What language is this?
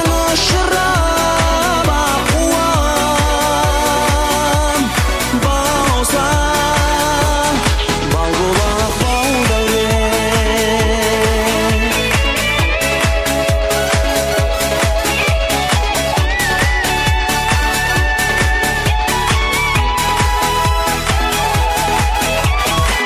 Kazakh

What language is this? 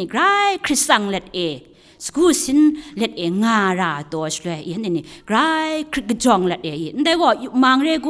Kachin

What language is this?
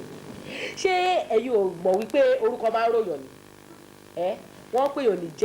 Yoruba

